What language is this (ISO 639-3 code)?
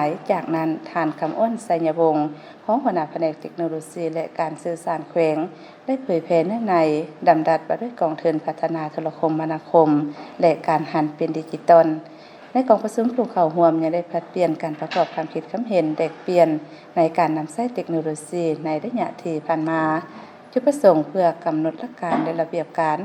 lao